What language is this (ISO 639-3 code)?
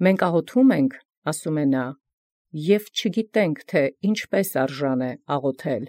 hye